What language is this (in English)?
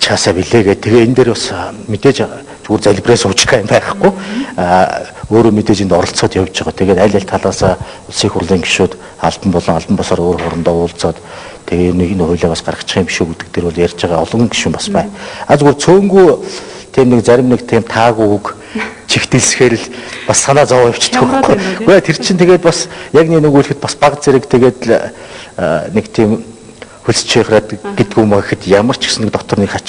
Mongolian